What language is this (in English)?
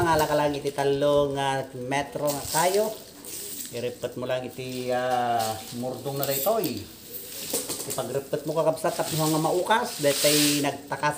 Iloko